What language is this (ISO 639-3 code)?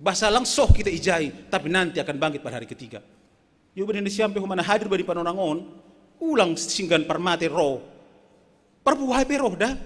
bts